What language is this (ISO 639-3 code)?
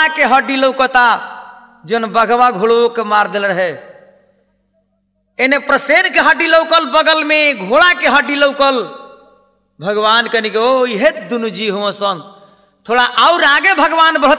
bho